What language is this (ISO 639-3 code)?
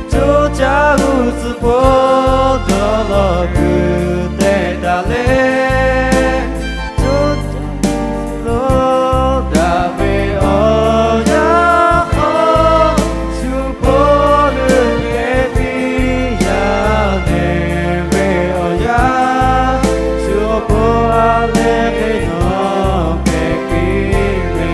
lhu